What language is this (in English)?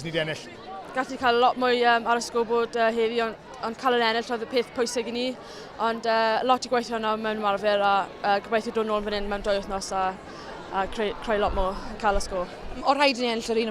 Welsh